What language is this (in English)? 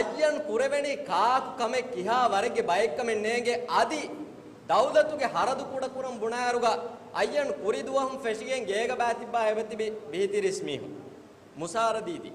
Divehi